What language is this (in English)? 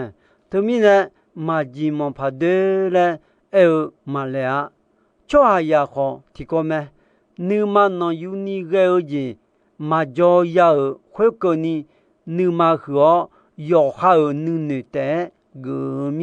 Akha